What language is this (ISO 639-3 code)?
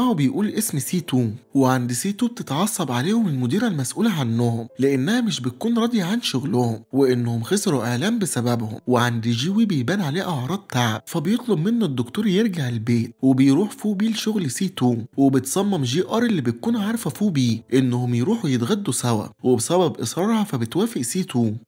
arz